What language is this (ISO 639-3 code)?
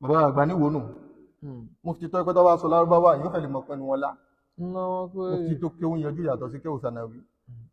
yor